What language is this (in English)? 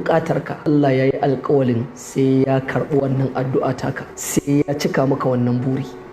Hausa